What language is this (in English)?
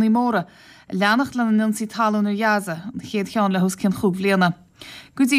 Irish